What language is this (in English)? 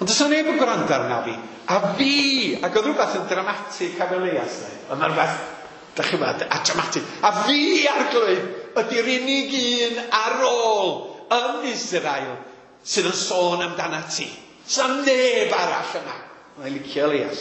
Welsh